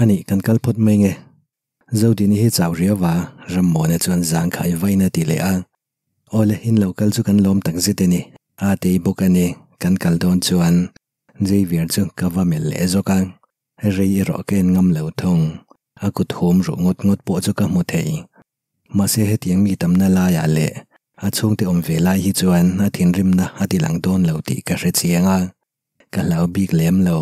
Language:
Mizo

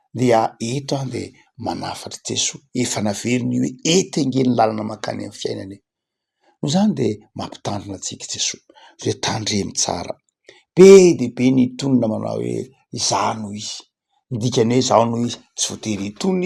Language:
Malagasy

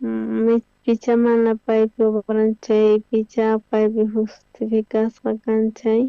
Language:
South Bolivian Quechua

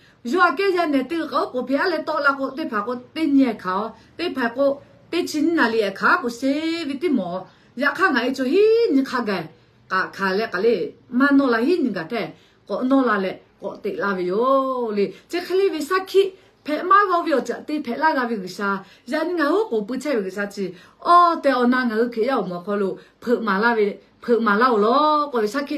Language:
Lahu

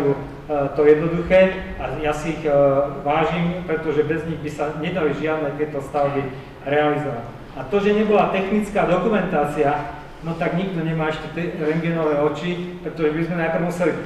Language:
Slovak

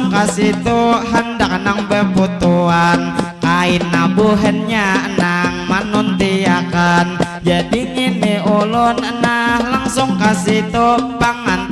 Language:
Banjar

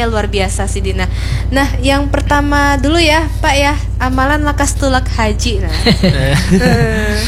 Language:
Banjar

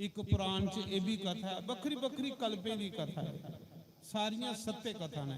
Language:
Dogri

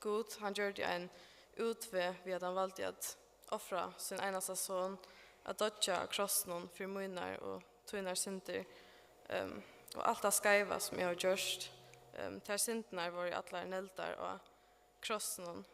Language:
Faroese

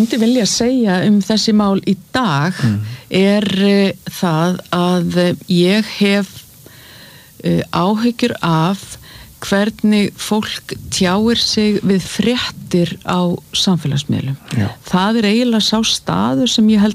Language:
Icelandic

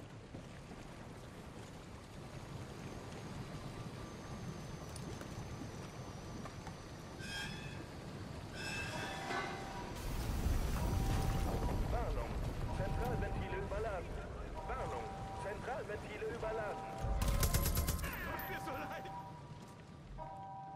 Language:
German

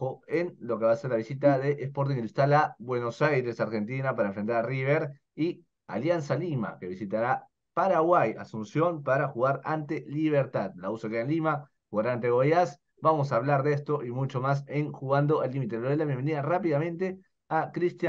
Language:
Spanish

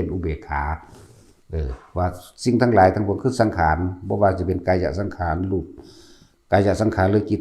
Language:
Northeastern Thai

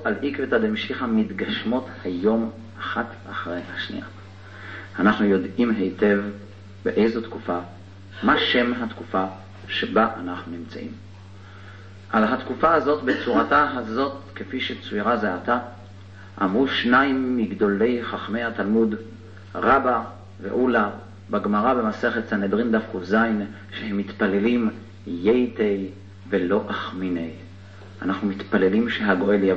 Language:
Hebrew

